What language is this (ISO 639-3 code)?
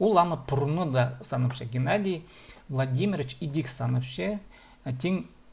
kjh